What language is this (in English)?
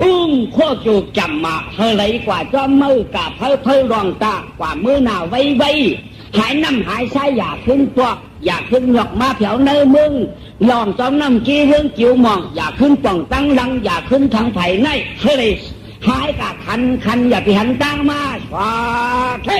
Shan